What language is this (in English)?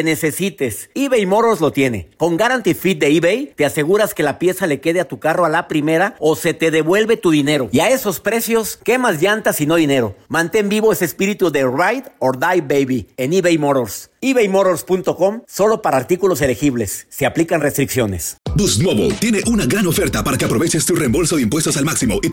Spanish